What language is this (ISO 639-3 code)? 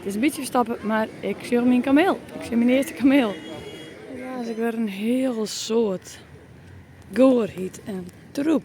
fry